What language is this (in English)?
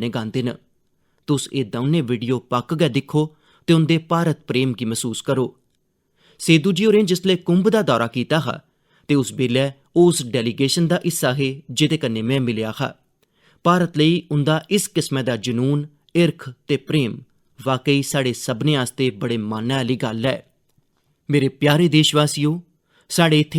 Dogri